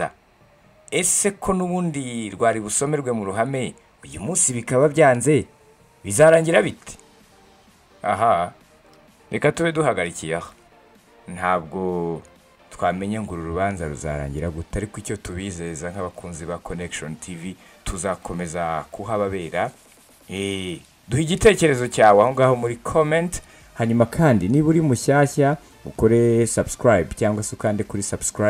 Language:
Kinyarwanda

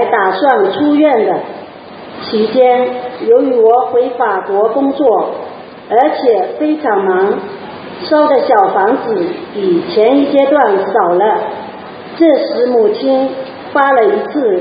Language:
Chinese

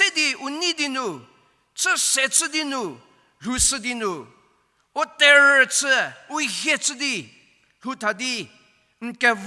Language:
Angami Naga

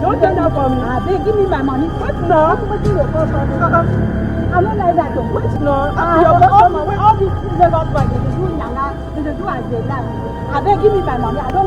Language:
Nigerian Pidgin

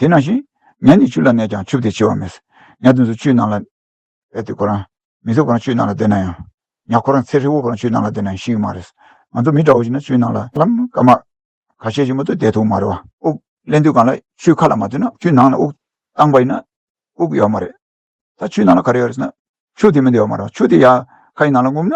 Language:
Tibetan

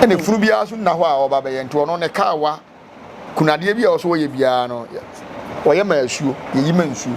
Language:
Akan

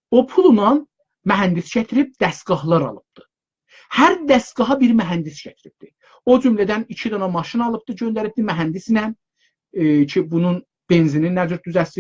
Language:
South Azerbaijani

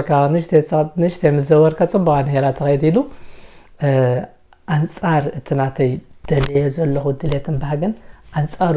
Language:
Tigrinya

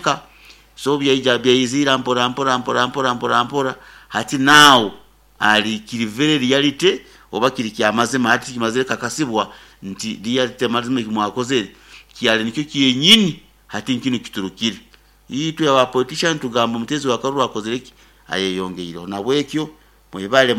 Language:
Nyoro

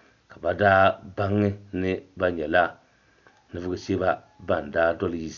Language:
Dagbani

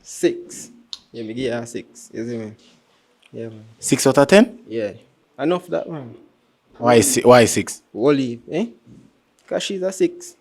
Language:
Jamaican Creole English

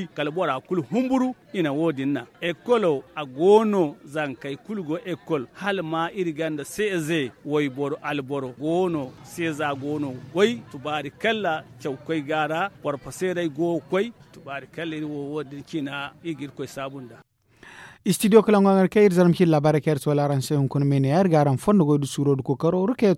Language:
Zarma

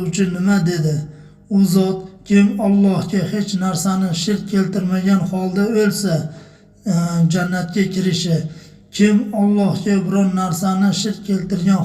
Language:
Uzbek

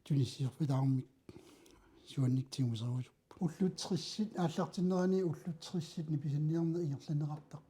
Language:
Kalaallisut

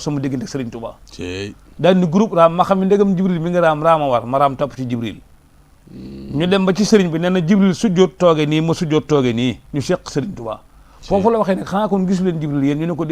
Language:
Wolof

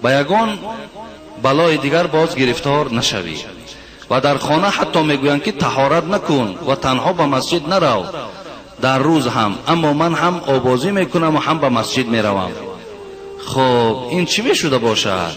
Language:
Tajik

